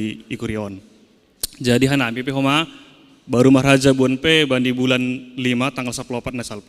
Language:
Batak Simalungun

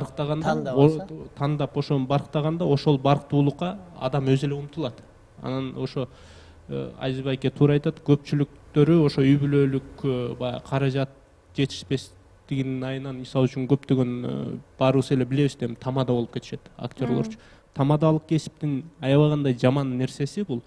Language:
Kyrgyz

